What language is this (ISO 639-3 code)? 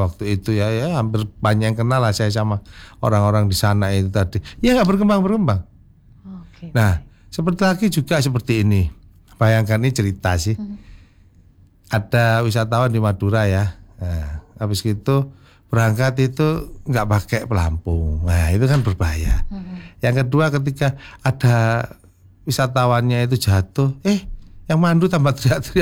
ind